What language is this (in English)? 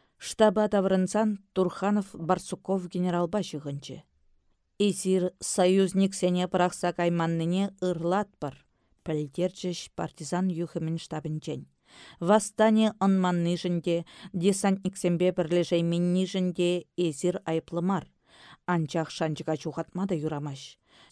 Chuvash